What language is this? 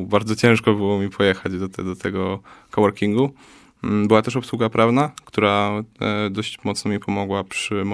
Polish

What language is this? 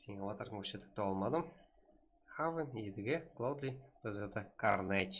Kara-Kalpak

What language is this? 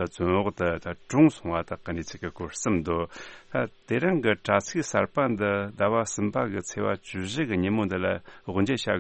Tibetan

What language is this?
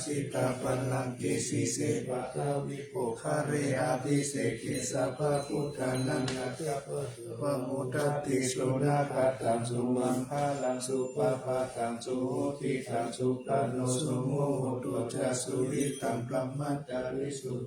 Pali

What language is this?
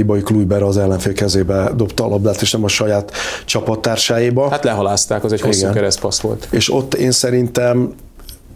Hungarian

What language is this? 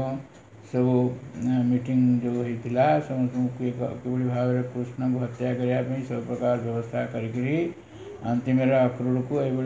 Odia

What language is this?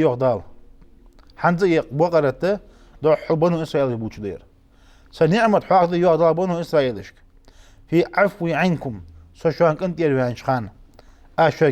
Ingush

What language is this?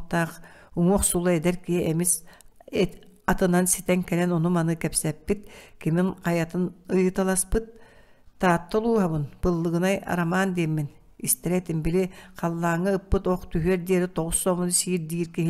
Yakut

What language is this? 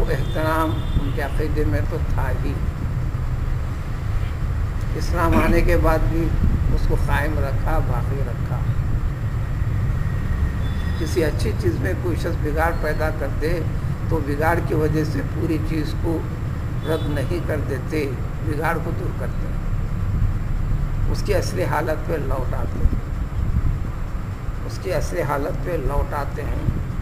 Urdu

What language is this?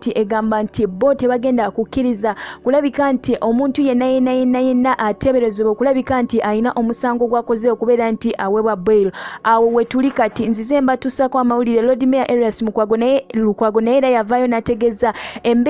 Ganda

